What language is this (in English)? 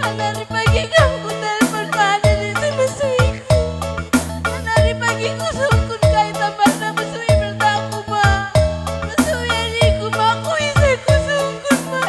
Batak Karo